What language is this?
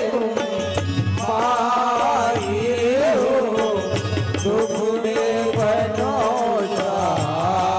Chhattisgarhi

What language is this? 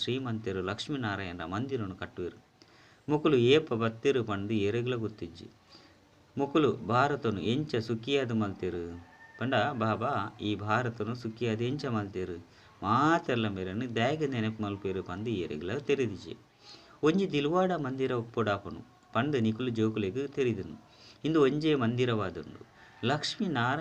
Tulu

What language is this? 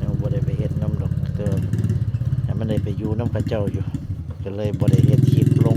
Northeastern Thai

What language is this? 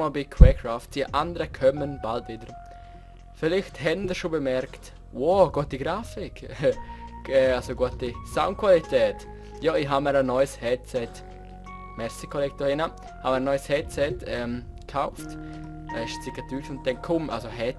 Swiss German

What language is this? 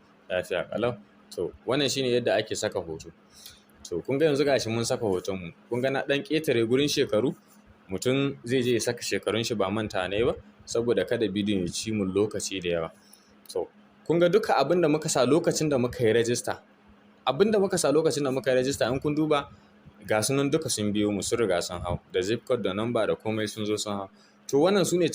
Hausa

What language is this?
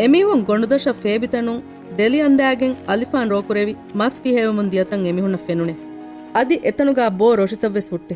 Divehi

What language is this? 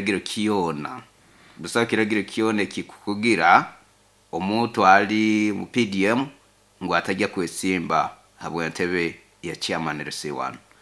Nyoro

